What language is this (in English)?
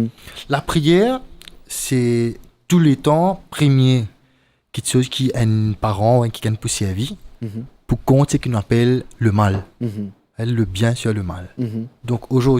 Morisyen